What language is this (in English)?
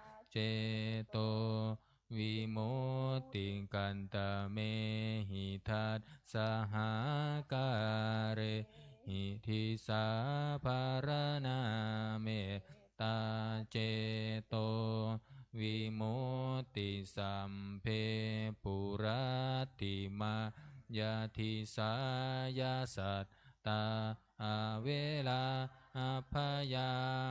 Pali